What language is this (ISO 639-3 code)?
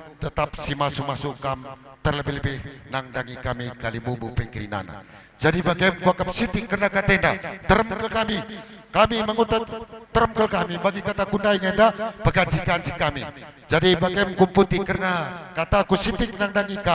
btx